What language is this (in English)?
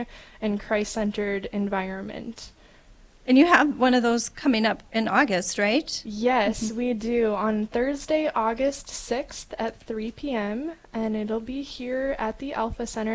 English